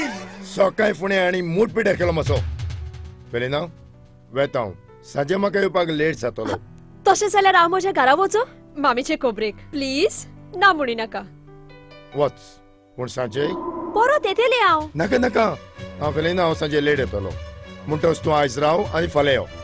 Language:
Konkani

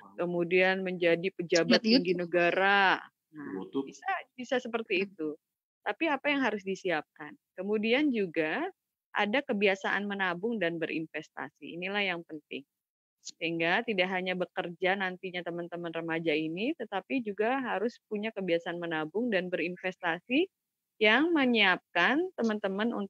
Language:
Indonesian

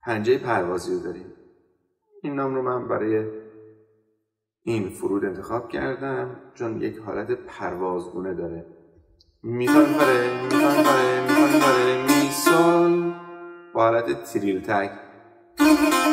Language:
Persian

